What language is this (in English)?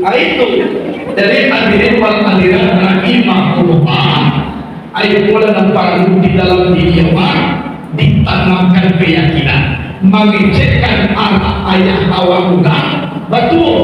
Minangkabau